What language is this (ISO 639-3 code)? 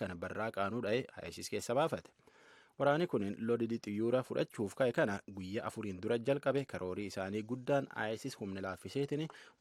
orm